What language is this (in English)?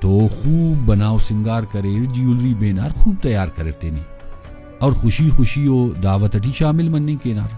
Brahui